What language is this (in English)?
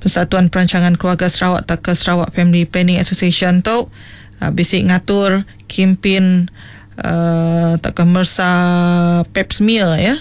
Iban